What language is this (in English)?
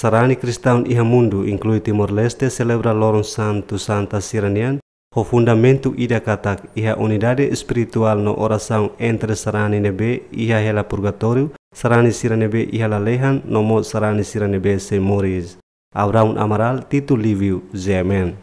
Tetum